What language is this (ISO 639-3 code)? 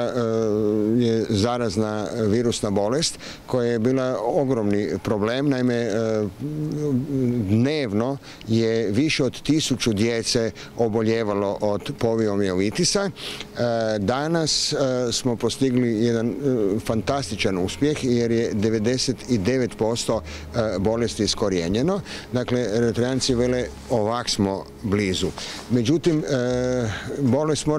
hrv